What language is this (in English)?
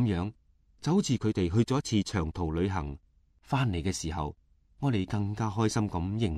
Cantonese